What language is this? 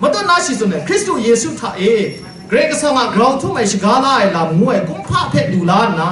Kachin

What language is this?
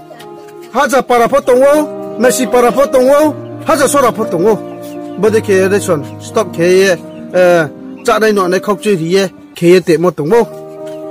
Riang (India)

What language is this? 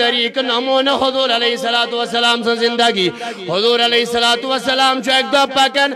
Kashmiri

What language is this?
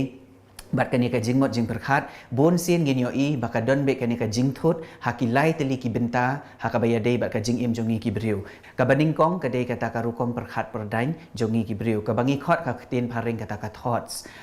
Khasi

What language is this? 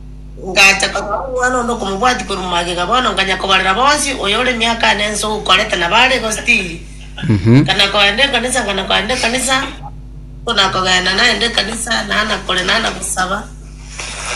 Gusii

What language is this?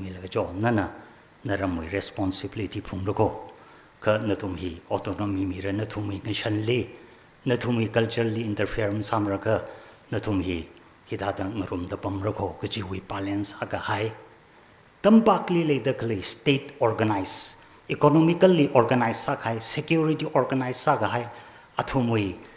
Tangkhul Naga (India)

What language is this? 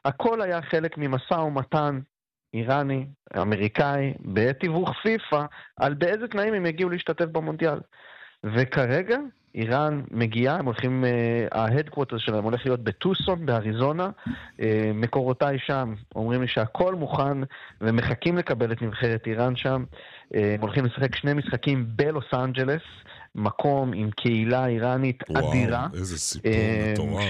Hebrew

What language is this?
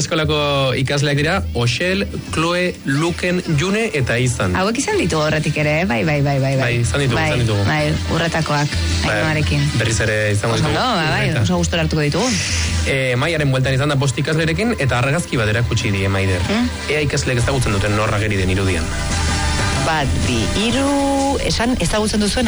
Basque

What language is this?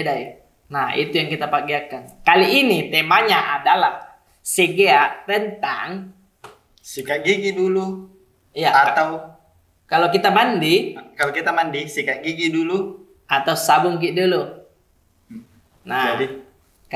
Makassar Malay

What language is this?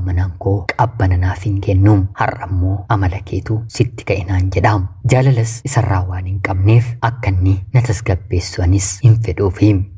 Oromo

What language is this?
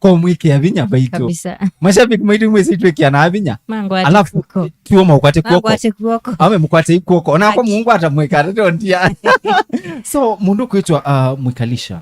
Kamba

